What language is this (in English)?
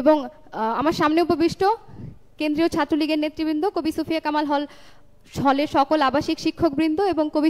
Bangla